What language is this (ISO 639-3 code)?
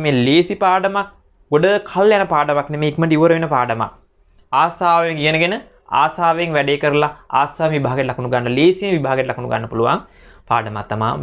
sin